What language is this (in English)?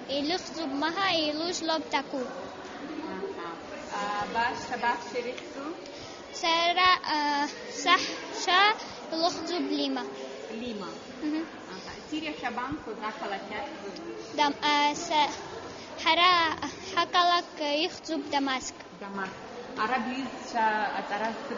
Abkhazian